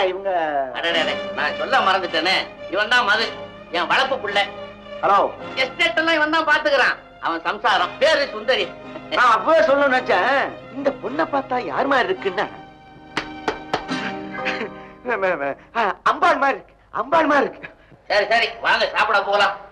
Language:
Tamil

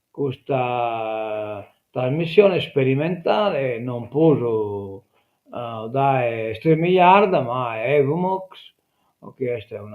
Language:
Sardinian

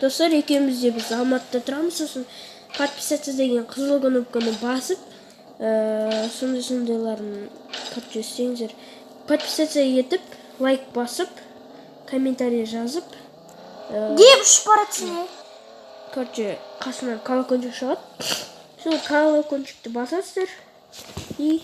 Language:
Kazakh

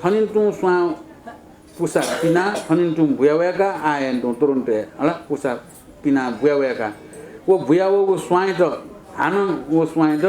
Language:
Newari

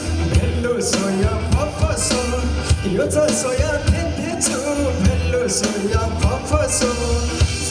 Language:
Newari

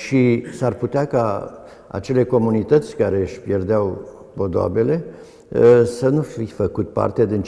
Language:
Romanian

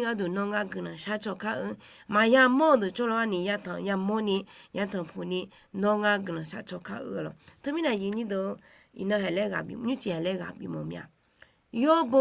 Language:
Akha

